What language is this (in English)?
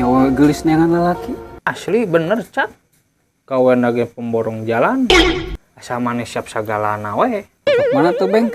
Sundanese